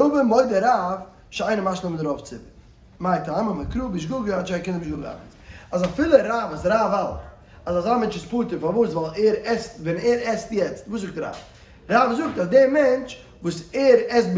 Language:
Yiddish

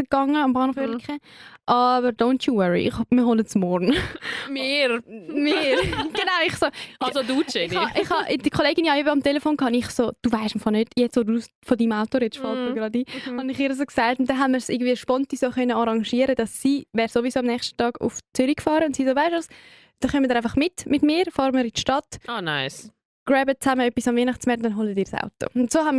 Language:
Swiss German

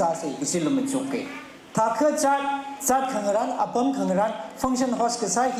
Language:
Tangkhul Naga (India)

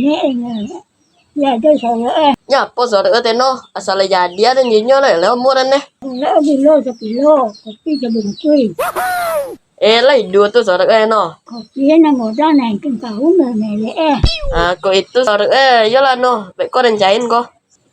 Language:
Minangkabau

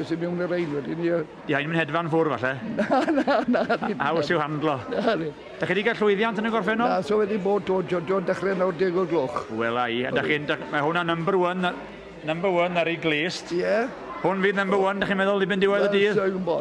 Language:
Welsh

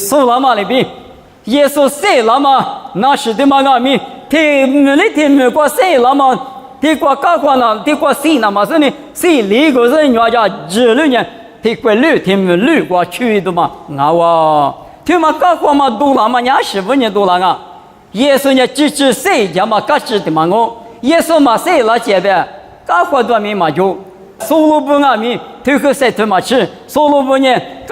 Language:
Lisu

